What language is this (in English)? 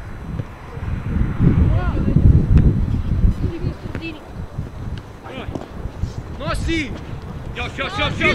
Croatian